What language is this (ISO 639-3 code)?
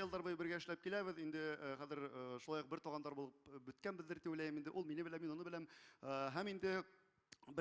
bak